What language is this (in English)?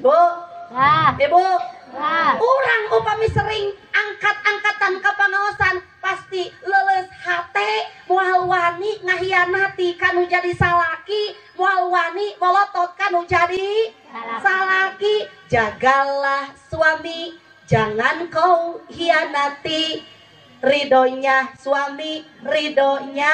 Sundanese